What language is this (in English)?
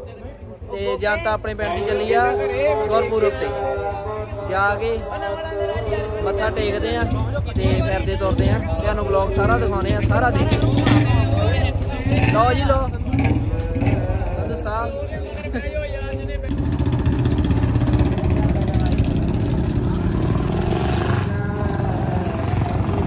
Punjabi